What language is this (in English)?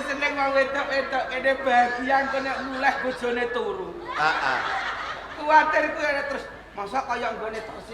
Javanese